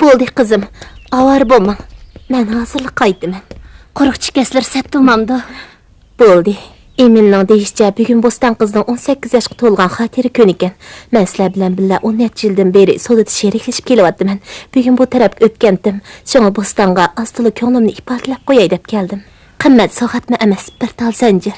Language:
Uyghur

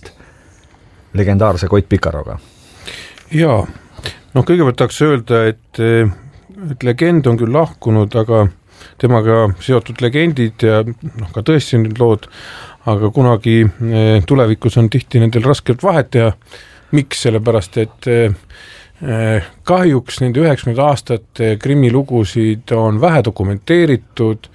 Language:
Estonian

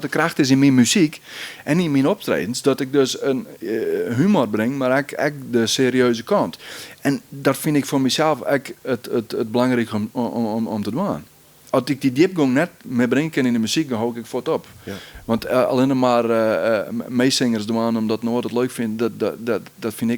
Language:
Western Frisian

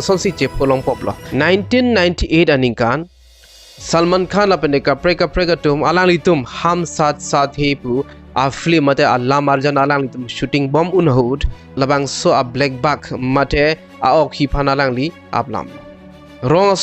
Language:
Karbi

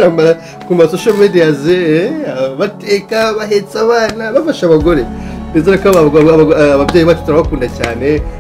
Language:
Kinyarwanda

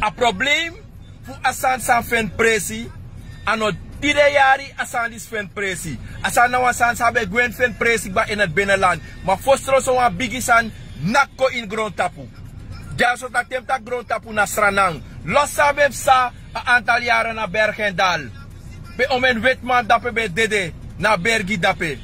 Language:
Sranan Tongo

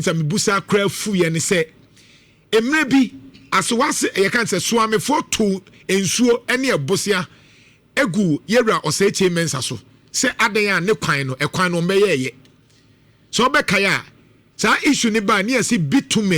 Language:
Akan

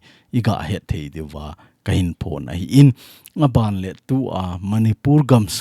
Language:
Thado Chin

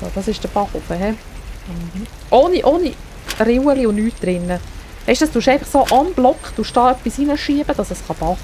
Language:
Swiss German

